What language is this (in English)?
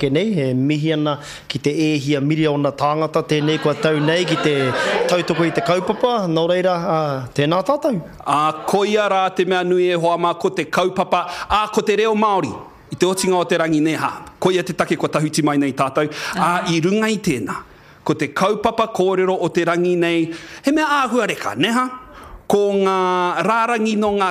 Māori